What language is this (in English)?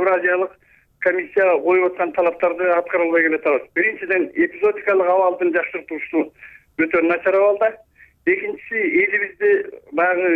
Kyrgyz